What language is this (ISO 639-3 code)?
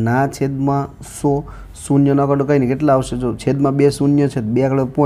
guj